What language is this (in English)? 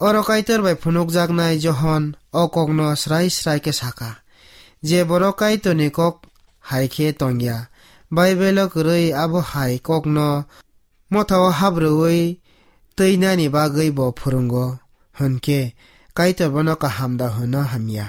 Kok Borok